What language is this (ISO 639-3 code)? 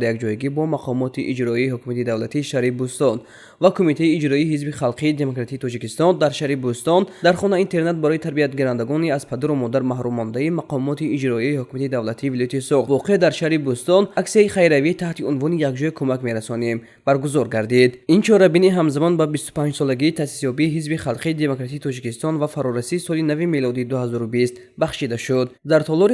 tgk